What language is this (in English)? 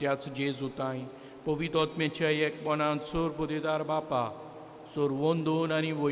Konkani